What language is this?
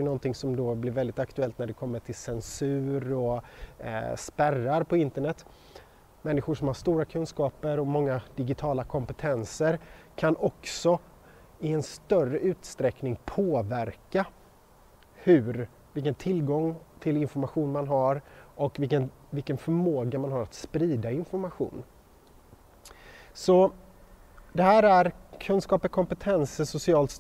Swedish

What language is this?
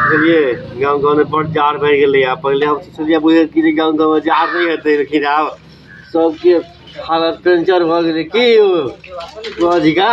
Maithili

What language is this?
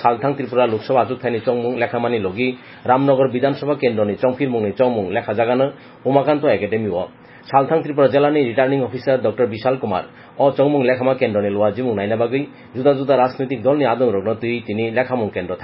Kok Borok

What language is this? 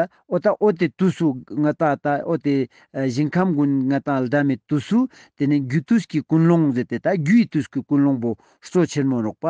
Ladakhi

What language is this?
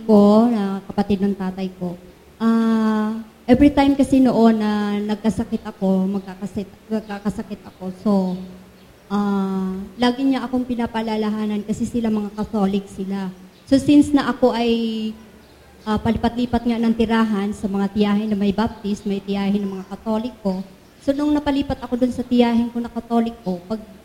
Filipino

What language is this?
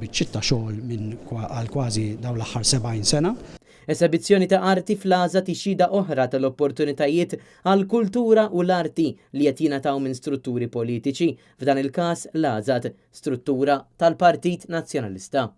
Maltese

